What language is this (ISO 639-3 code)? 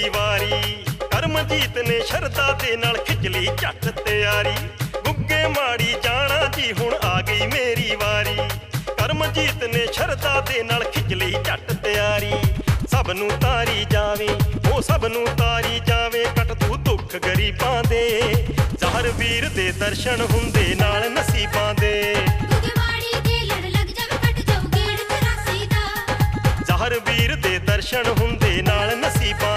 pan